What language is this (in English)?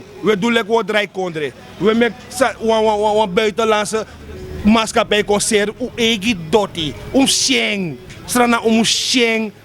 Sranan Tongo